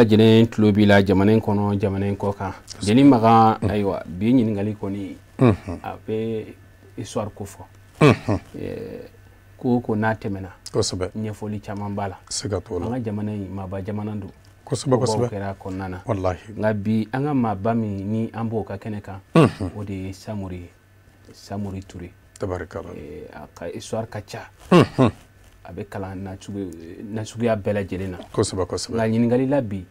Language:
Bambara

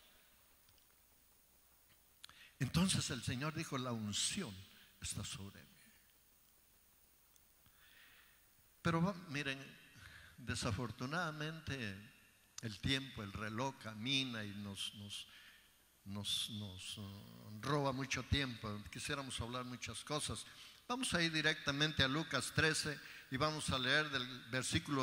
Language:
Spanish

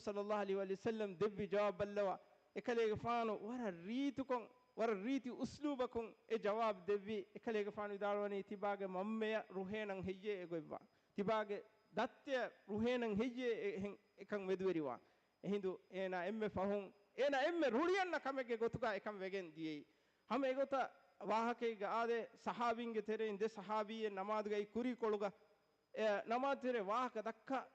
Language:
Divehi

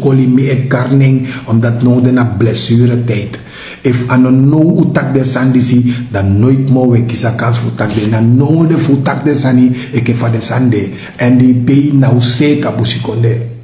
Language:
Sranan Tongo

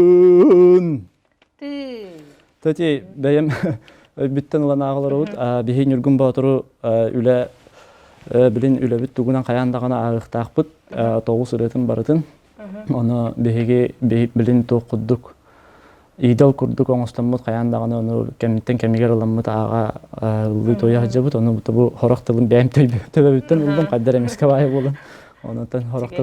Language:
Yakut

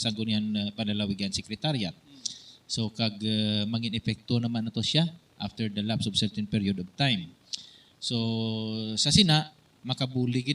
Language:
Hiligaynon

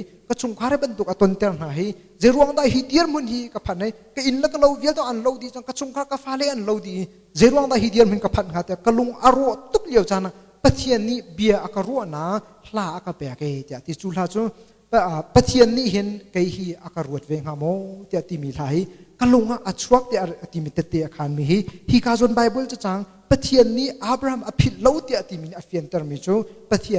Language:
Hakha Chin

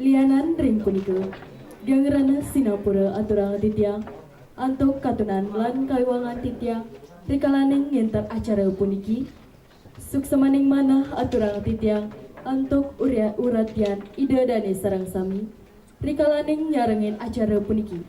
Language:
Balinese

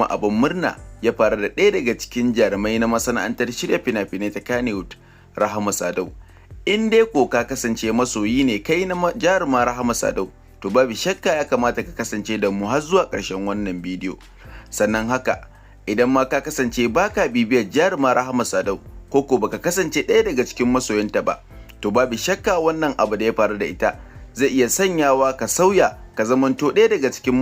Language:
Hausa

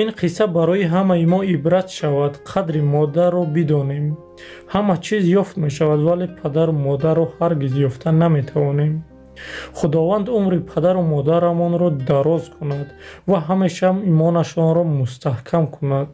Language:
Tajik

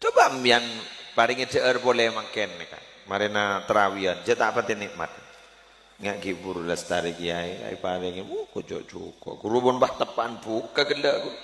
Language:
Madurese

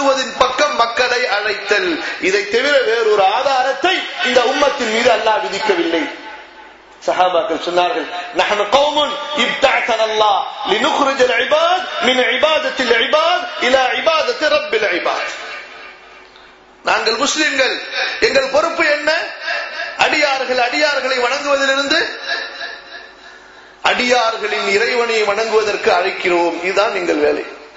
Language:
Tamil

